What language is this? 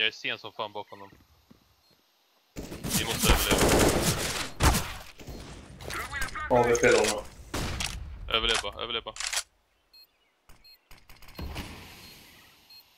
Swedish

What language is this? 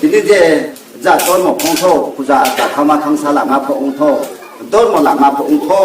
Riang (India)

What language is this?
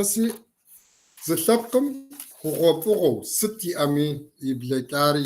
Kabardian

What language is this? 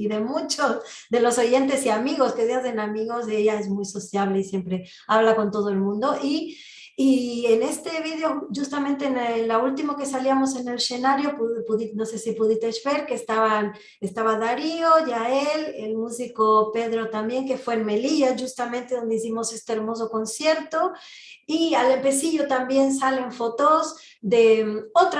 Ladino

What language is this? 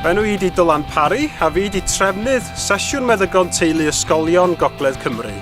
Welsh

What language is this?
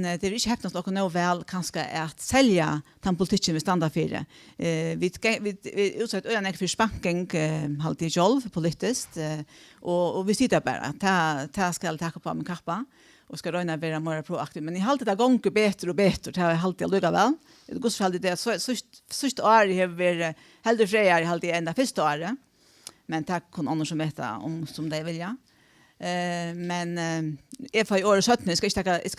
Faroese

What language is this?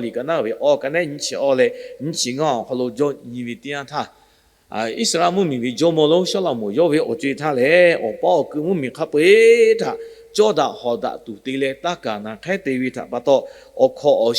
Lahu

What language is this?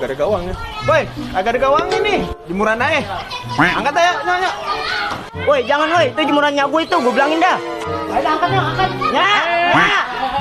Betawi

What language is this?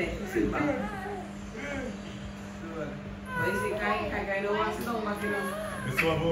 Jamaican Creole English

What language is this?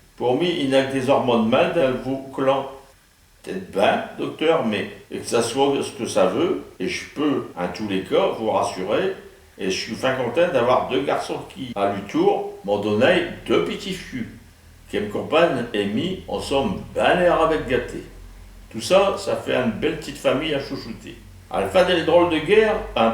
Picard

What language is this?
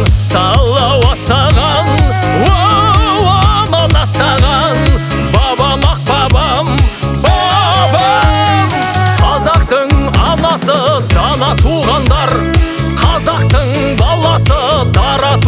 Kazakh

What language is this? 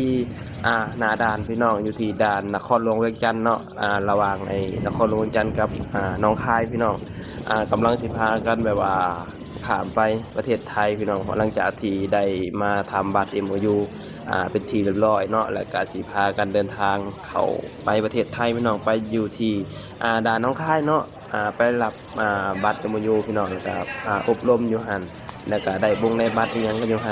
Lao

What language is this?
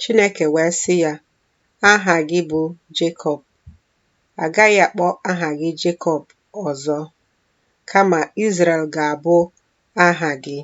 Igbo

